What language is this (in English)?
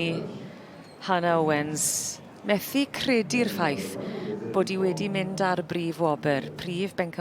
Welsh